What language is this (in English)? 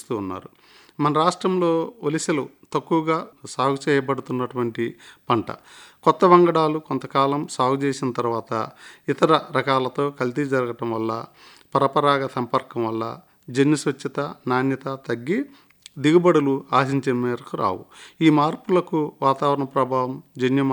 Telugu